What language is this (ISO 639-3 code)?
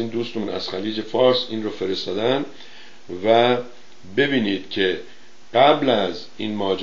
fas